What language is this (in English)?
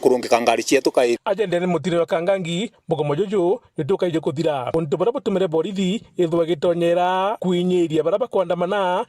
Meru